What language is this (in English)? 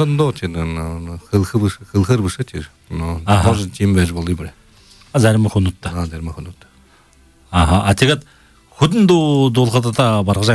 Buriat